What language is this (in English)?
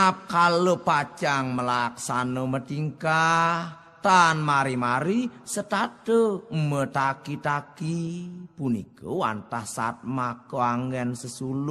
Balinese